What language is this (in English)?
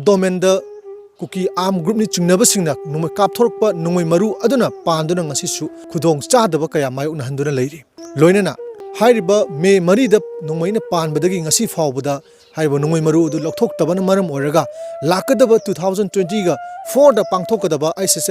Manipuri